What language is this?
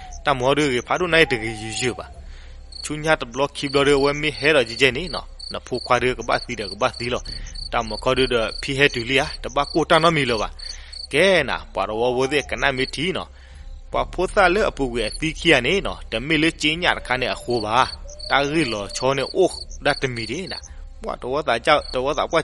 S'gaw Karen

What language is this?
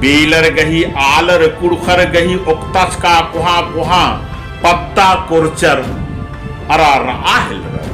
Kurukh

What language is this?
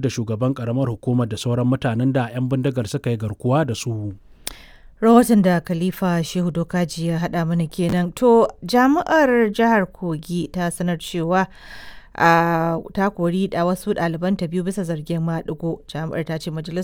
Hausa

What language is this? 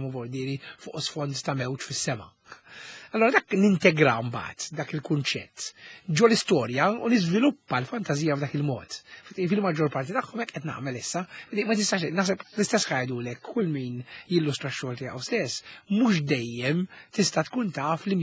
Maltese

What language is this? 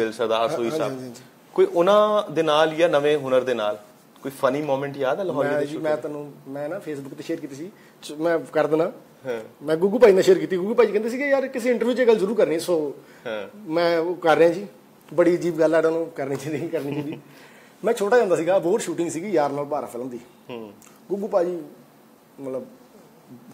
Punjabi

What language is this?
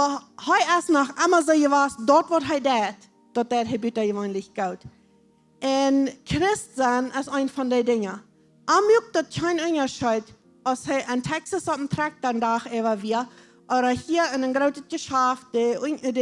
Plautdietsch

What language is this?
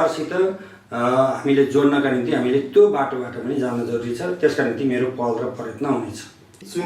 Nepali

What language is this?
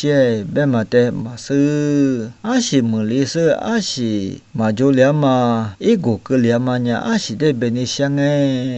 Lisu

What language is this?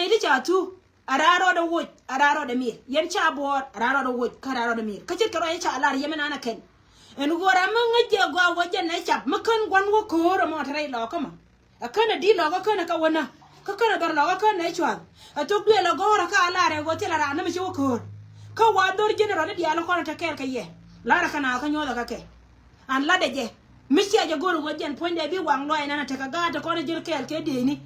Nuer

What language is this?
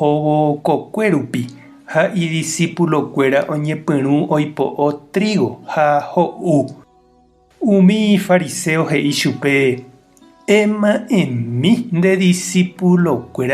Guarani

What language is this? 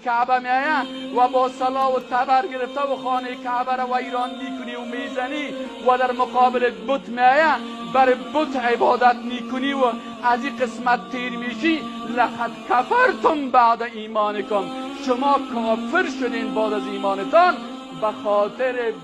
Persian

